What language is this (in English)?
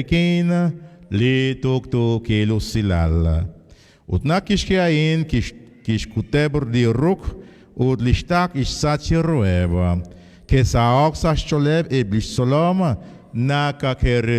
Kekchí